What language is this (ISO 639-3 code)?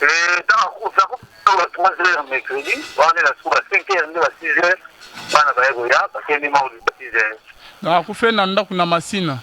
lin